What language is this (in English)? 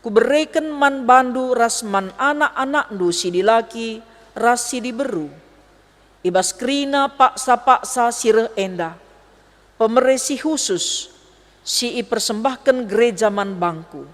Batak Karo